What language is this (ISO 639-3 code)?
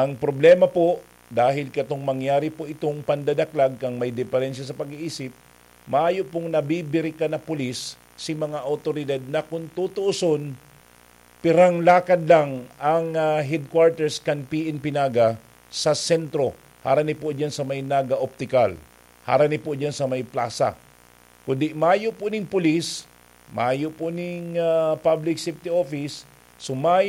bik